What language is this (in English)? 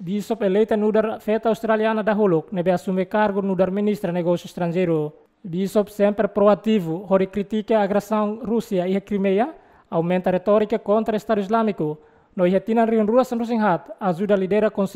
Tetum